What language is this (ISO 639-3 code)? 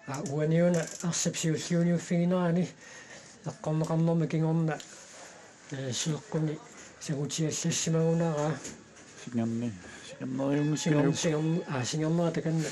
kal